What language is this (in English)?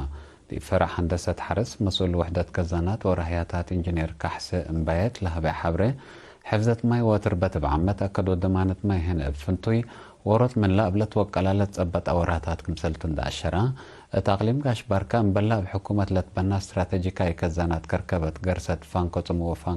Tigre